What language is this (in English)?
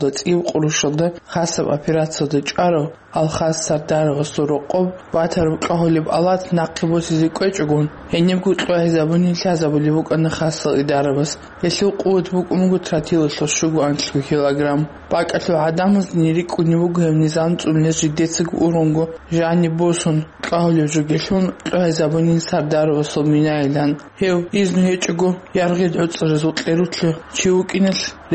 Avaric